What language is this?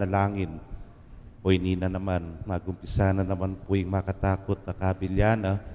Pampanga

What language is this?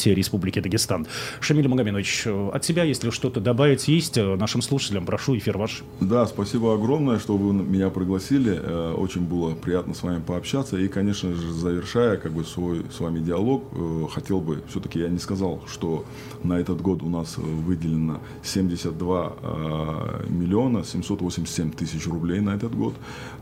Russian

